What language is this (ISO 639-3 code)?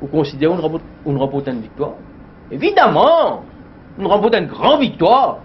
mfe